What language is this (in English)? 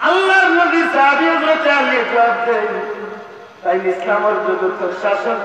Sylheti